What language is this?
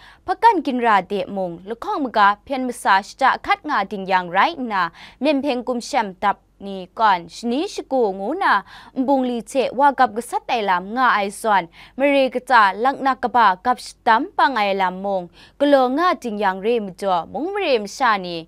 Kachin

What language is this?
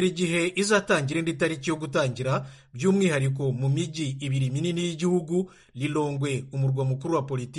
Kinyarwanda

